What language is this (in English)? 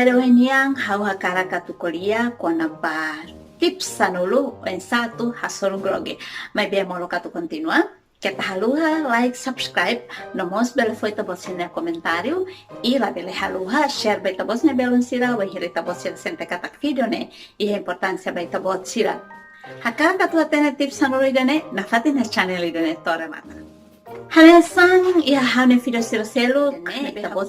Tetum